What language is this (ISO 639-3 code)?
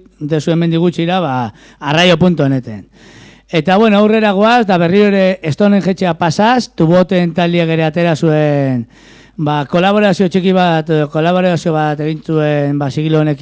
eus